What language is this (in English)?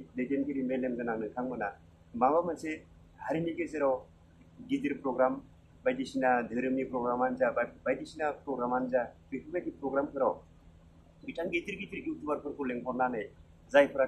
Bodo